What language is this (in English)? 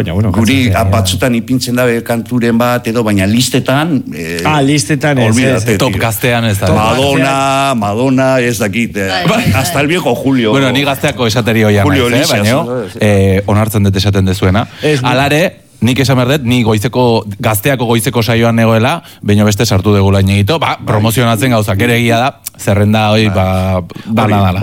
Basque